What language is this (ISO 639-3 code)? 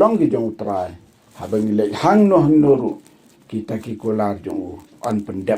kha